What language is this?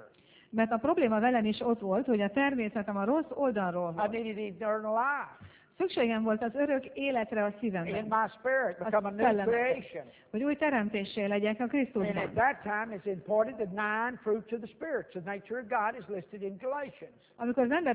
Hungarian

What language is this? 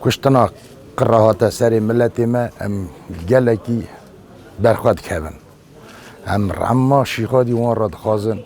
Kurdish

